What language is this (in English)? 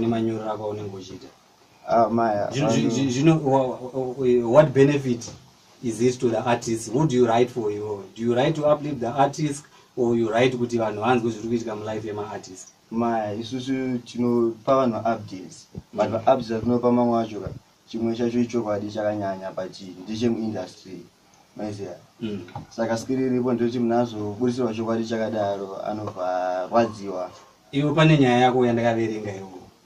Shona